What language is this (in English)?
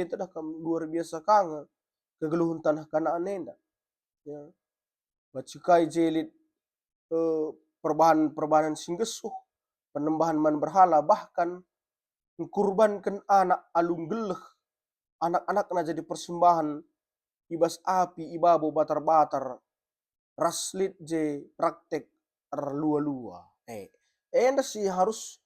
Batak Karo